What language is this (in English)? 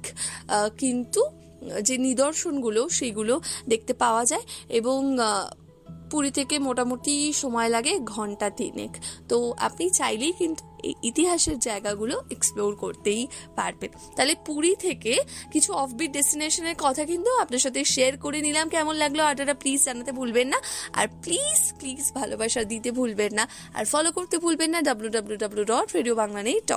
Bangla